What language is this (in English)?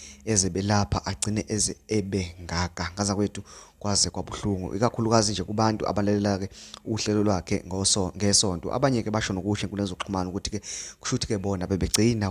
Zulu